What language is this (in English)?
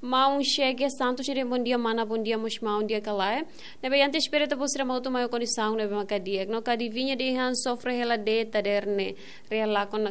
Tetum